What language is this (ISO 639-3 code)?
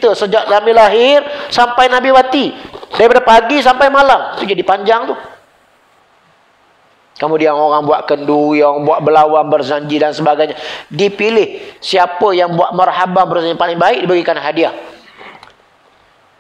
msa